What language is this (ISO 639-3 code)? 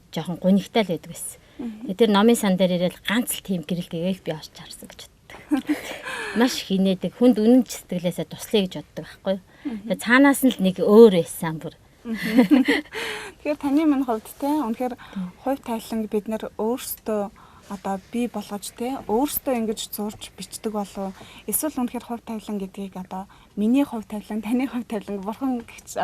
mon